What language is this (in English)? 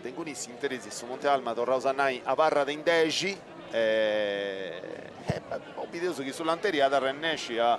Sardinian